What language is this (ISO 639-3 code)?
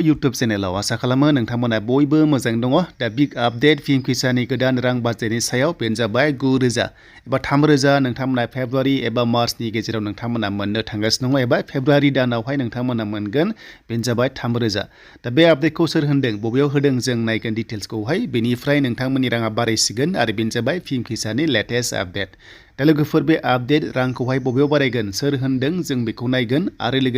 brx